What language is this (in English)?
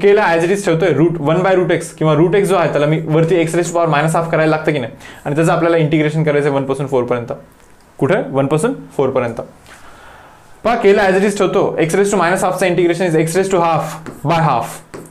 Marathi